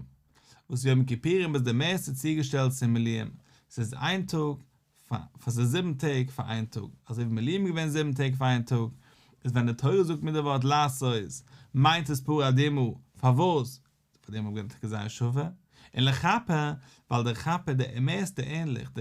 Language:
Yiddish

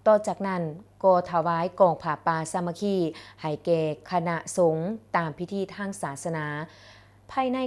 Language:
Lao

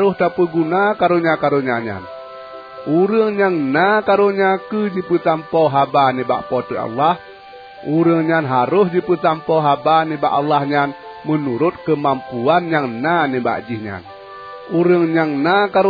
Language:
Achinese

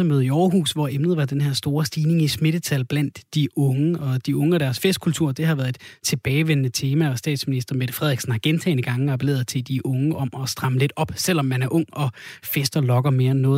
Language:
Danish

